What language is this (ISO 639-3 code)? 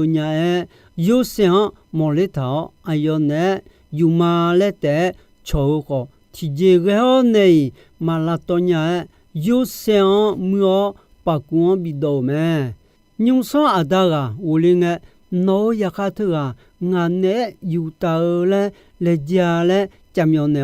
ahk